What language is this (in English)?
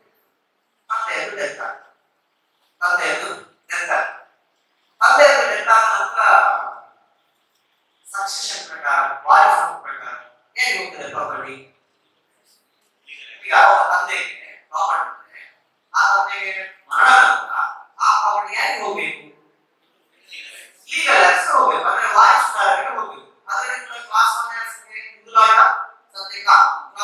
Kannada